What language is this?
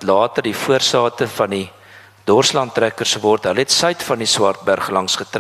Afrikaans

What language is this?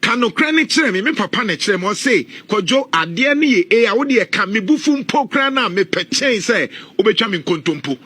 Akan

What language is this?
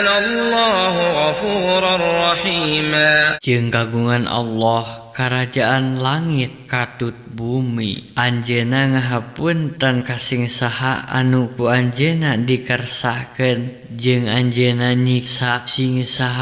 Sundanese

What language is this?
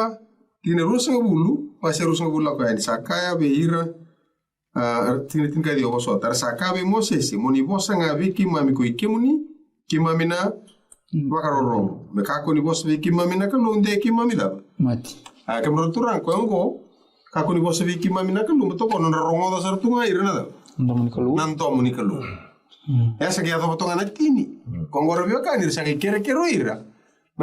Fijian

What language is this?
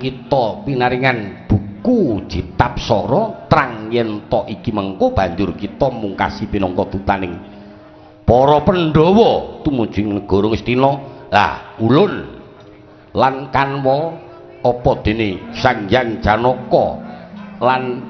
Javanese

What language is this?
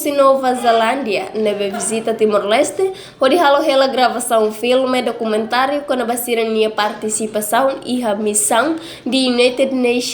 Tetum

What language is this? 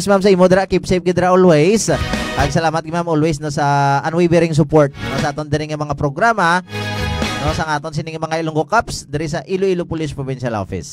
Hiligaynon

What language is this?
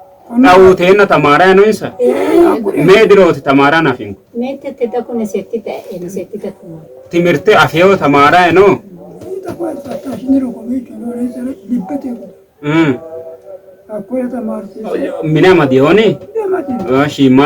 Sidamo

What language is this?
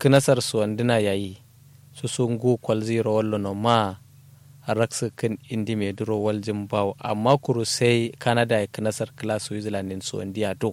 Kanuri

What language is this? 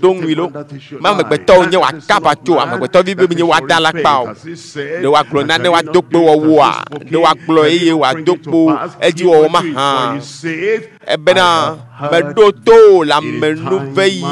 Ewe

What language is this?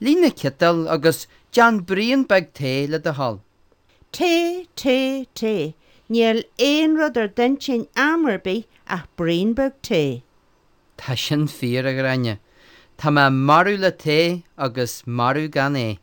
Irish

